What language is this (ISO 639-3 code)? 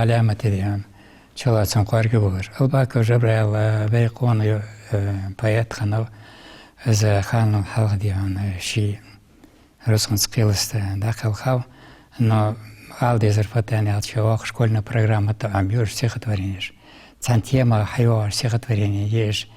inh